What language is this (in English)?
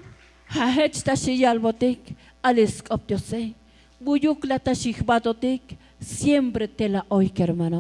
Tzotzil